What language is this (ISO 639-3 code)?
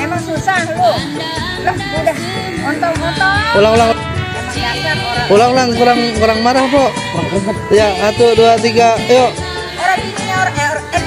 bew